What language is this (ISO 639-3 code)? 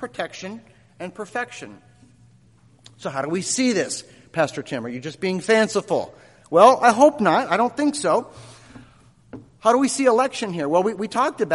eng